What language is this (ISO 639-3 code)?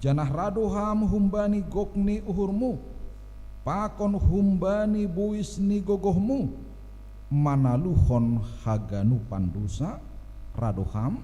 bts